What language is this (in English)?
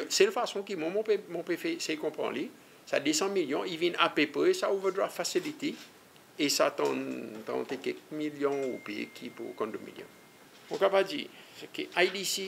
Seselwa Creole French